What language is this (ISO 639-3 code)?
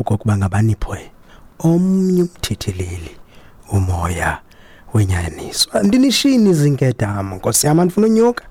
xho